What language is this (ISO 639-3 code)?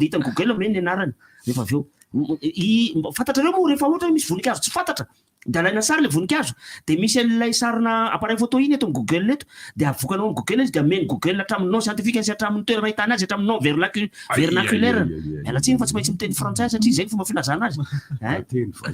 mlg